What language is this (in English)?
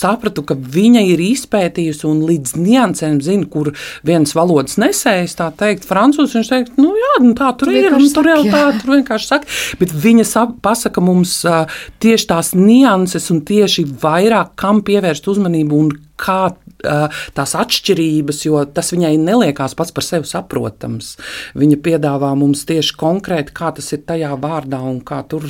Latvian